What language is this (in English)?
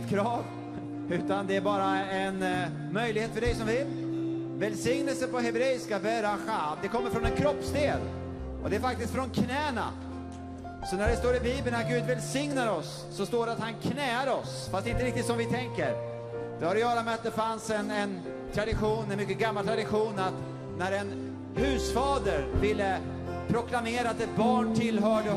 Swedish